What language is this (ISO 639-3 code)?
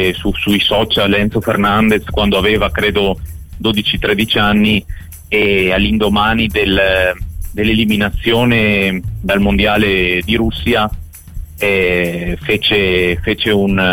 ita